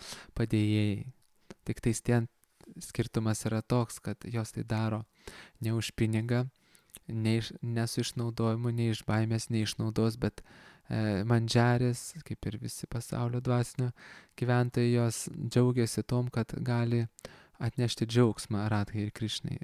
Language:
Lithuanian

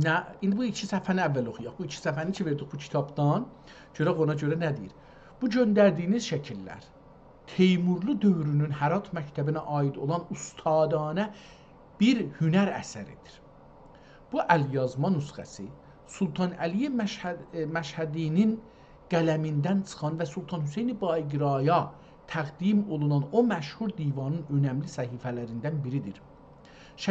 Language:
South Azerbaijani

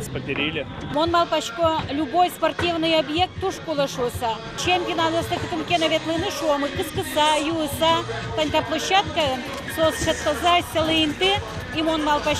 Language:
Udmurt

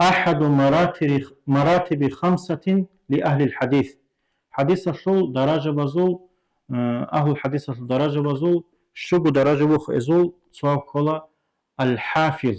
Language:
Avaric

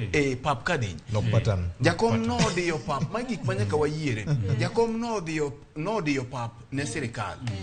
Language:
Luo (Kenya and Tanzania)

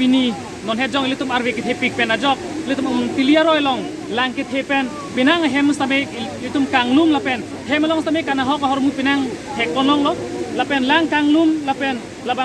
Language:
Karbi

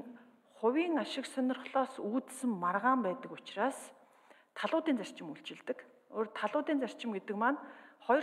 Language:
Mongolian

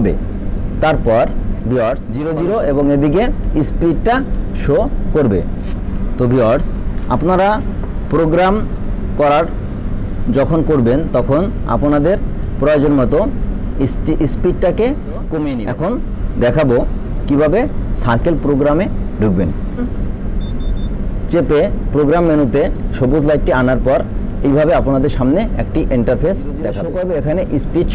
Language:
Bangla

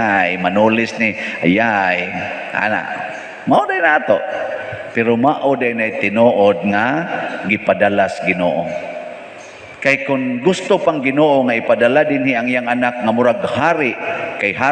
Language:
Cebuano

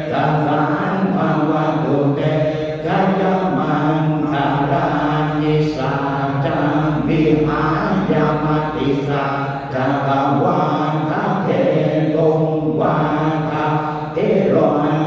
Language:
Pali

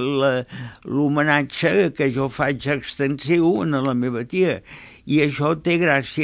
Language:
Catalan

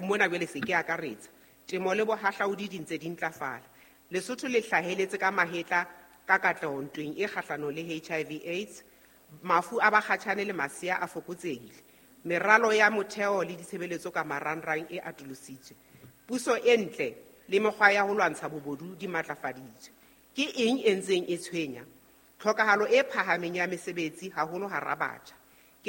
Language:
Southern Sotho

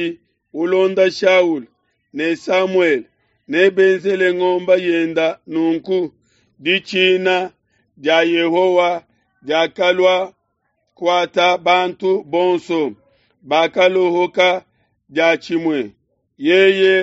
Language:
Luba-Lulua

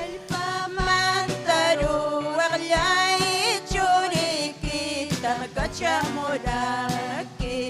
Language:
Ayacucho Quechua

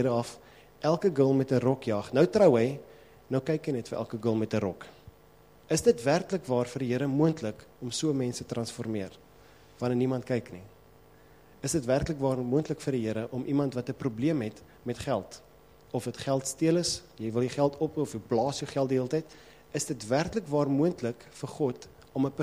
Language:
Afrikaans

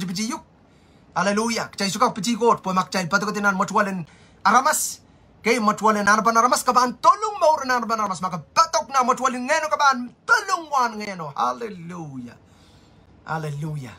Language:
Pohnpeian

